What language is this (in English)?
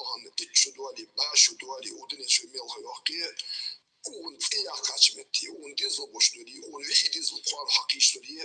Ingush